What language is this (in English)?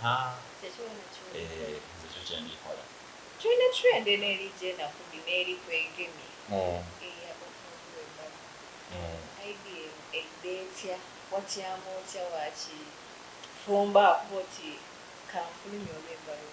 Soga